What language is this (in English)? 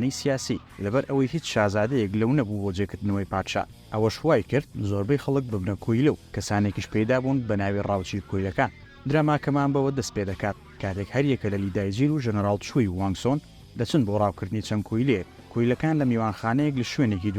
Central Kurdish